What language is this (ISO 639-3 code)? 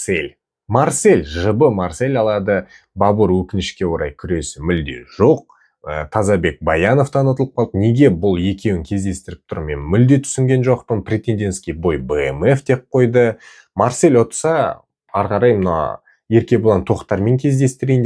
kaz